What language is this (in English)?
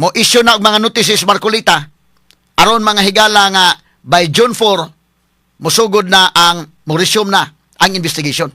Cebuano